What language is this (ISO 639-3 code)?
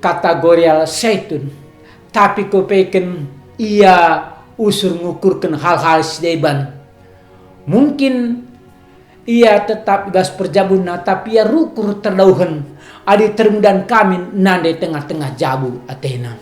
btx